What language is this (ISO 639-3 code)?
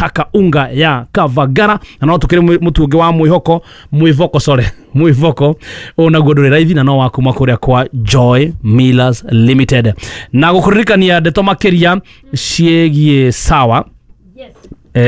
kik